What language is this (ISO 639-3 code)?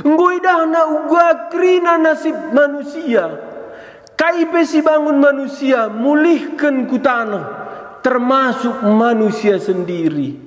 btx